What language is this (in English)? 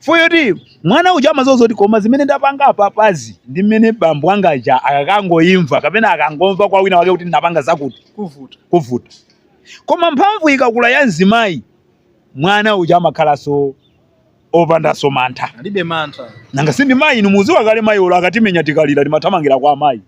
Nyanja